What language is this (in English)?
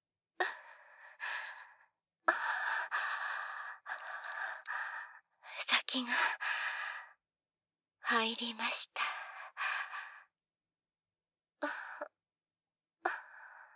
Japanese